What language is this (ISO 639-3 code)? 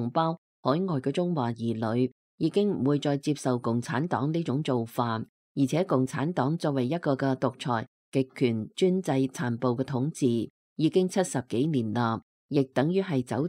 yue